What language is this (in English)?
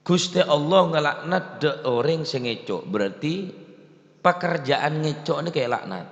Madurese